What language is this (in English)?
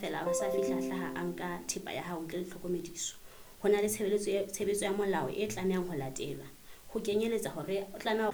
Southern Sotho